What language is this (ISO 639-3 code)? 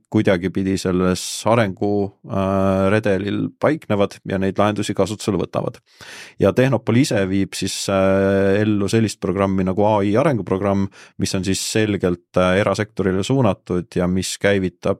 est